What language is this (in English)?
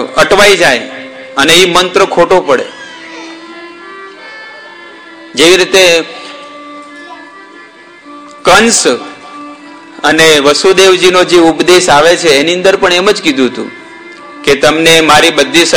Gujarati